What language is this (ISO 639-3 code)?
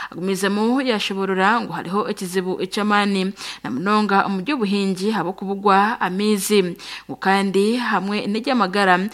nyn